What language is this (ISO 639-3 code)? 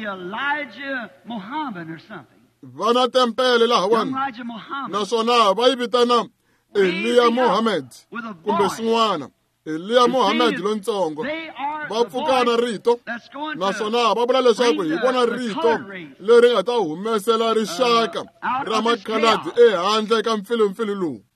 tso